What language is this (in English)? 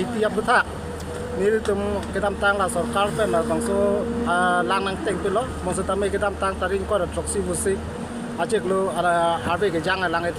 Karbi